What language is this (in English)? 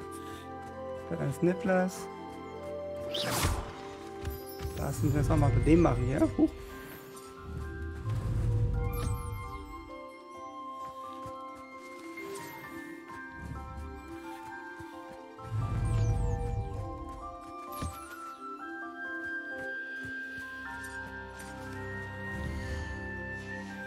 German